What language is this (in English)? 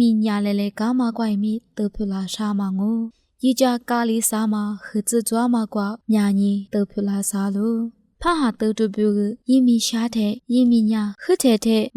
Lisu